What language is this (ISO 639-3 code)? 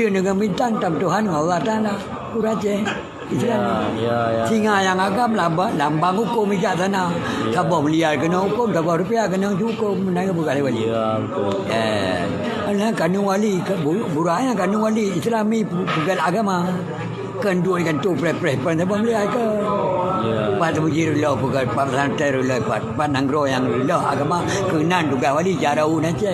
ace